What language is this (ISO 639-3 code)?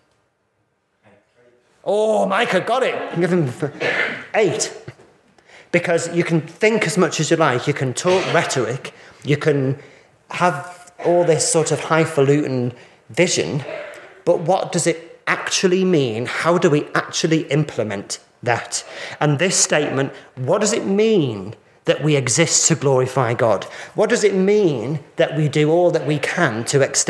eng